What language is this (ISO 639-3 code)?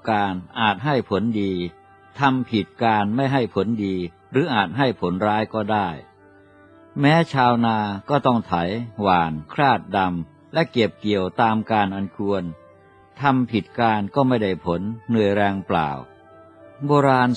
tha